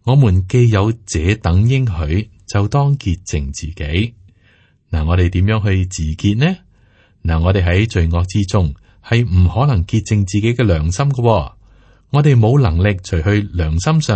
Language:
Cantonese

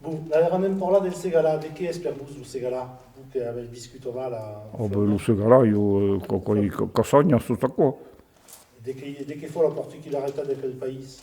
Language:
Occitan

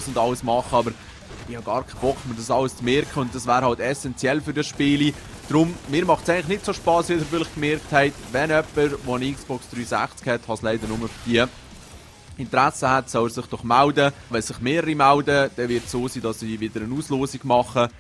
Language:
Swiss German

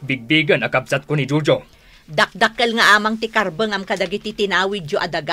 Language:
Iloko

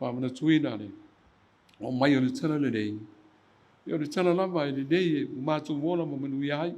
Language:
Samoan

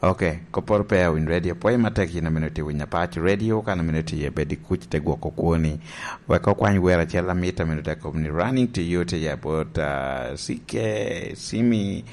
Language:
Lango (Uganda)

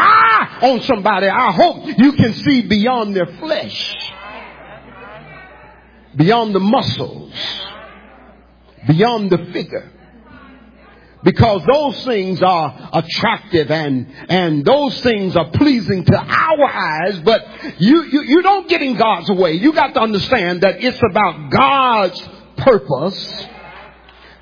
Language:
English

